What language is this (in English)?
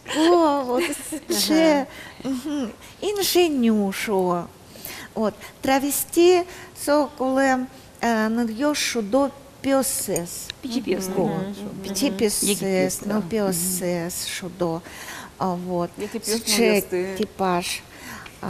Udmurt